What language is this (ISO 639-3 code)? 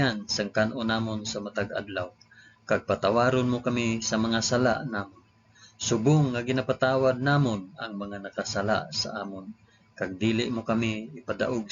hil